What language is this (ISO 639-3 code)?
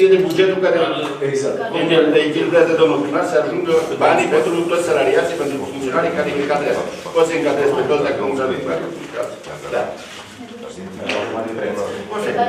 ron